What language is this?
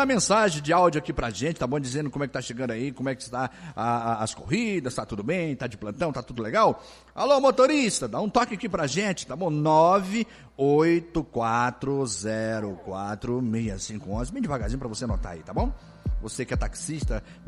Portuguese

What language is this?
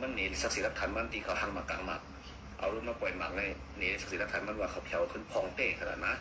Shan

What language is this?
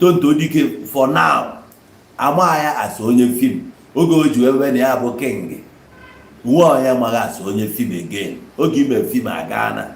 Igbo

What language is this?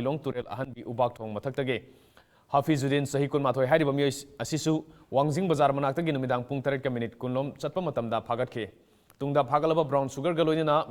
Manipuri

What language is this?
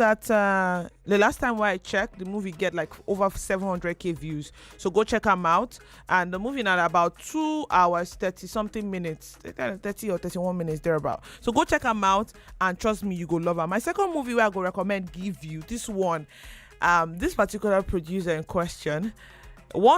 Nigerian Pidgin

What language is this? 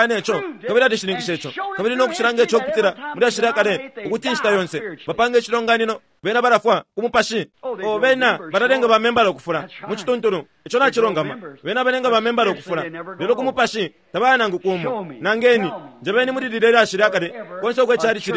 Bemba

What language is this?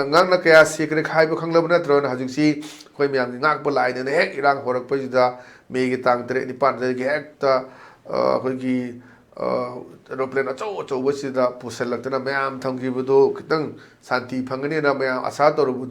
Manipuri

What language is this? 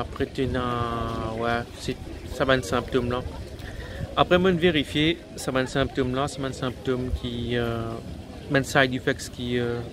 Morisyen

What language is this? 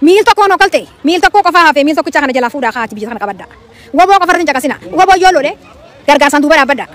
Oromo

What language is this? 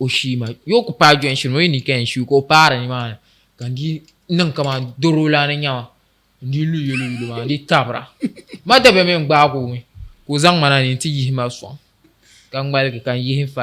Dagbani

